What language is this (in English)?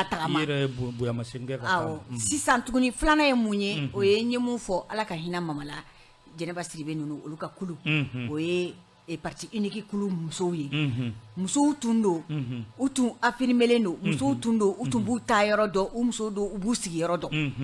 Bambara